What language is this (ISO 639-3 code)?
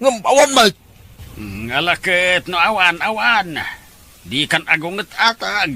ilo